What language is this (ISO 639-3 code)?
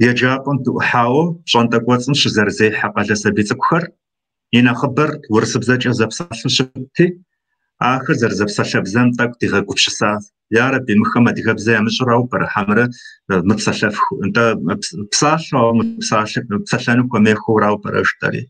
kbd